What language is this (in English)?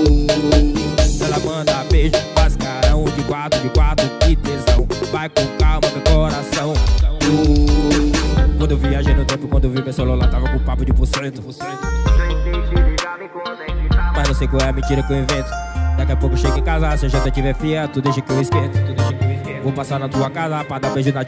Portuguese